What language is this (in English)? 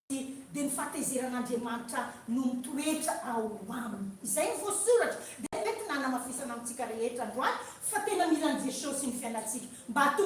Malagasy